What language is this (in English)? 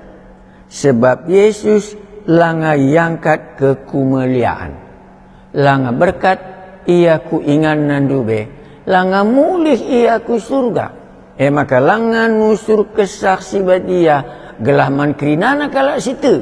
Batak Karo